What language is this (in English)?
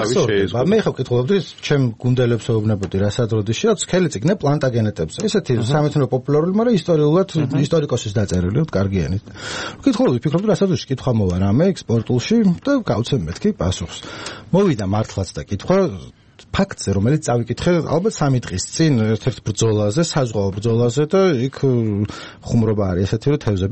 Georgian